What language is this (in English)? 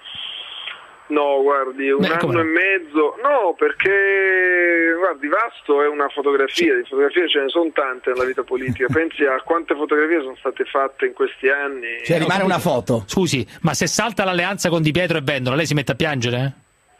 Italian